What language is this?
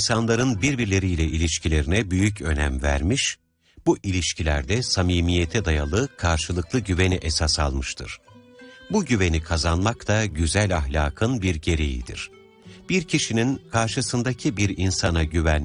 Turkish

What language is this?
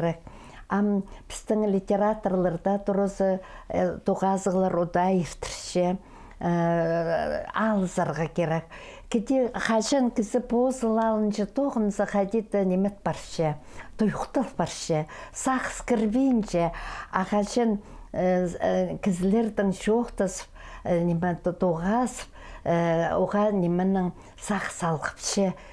Khakas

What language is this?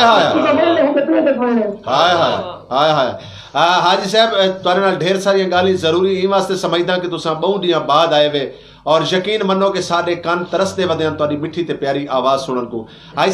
Saraiki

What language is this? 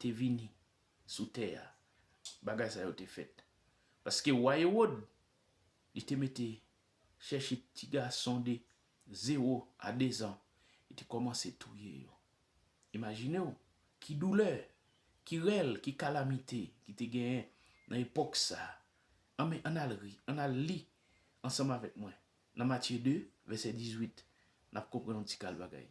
Haitian Creole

